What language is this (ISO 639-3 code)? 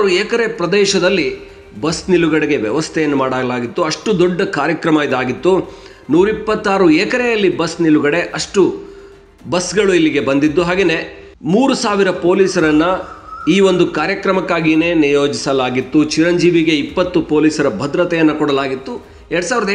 kan